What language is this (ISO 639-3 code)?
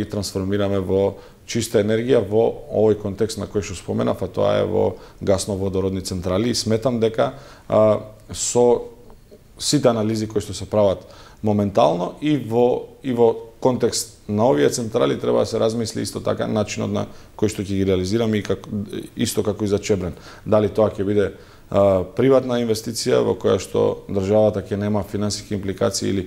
mkd